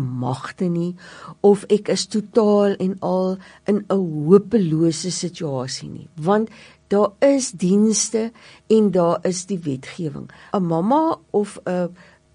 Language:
Afrikaans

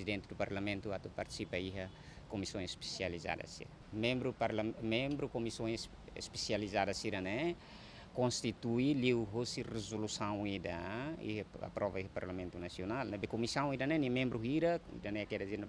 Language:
Tetum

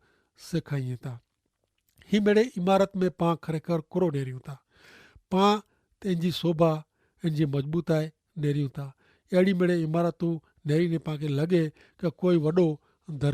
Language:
Kachhi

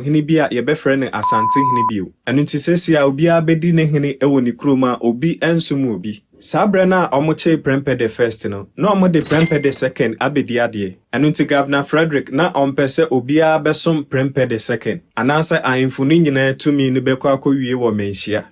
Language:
Akan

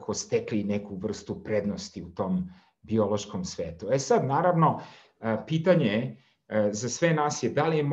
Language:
Serbian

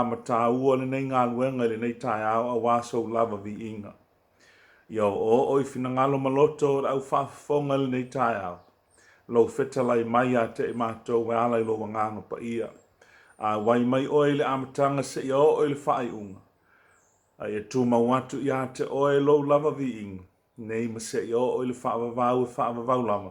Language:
Samoan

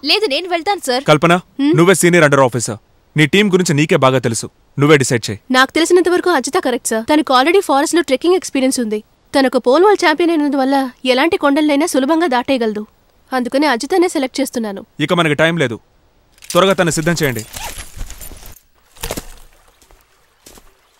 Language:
Telugu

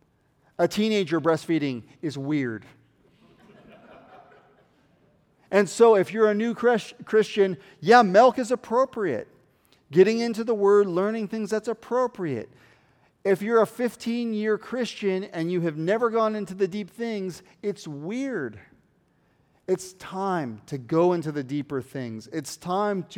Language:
English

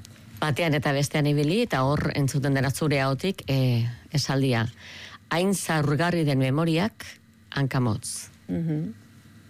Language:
Basque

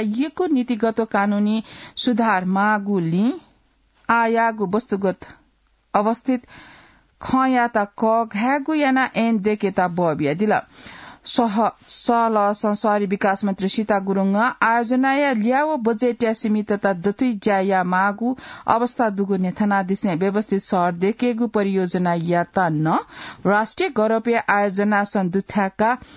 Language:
Newari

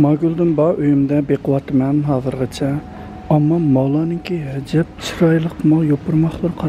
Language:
Uyghur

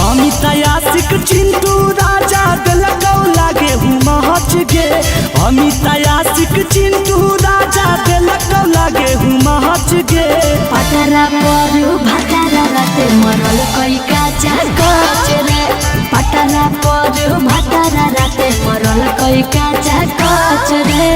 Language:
Magahi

